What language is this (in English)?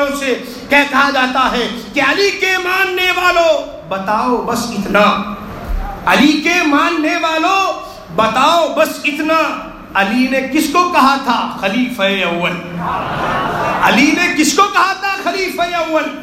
Urdu